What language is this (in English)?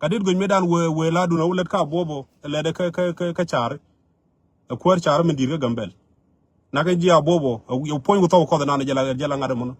Nuer